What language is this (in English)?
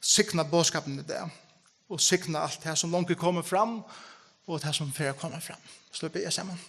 Faroese